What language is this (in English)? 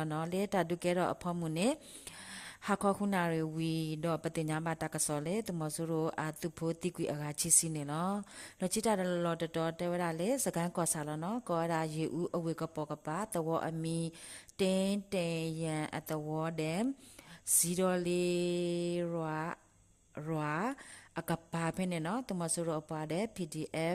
S'gaw Karen